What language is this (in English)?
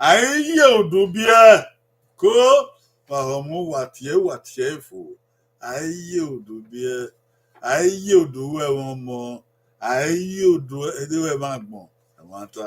Bini